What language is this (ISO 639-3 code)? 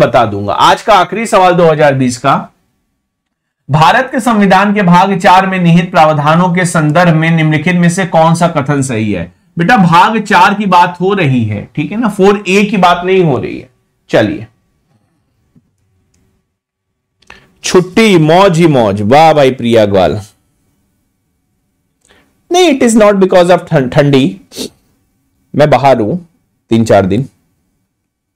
hin